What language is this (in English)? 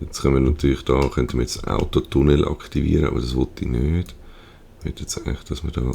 Swiss German